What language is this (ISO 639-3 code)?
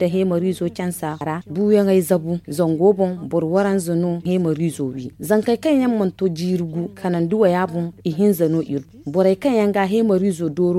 dje